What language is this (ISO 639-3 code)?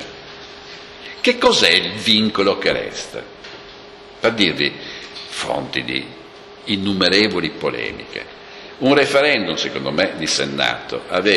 ita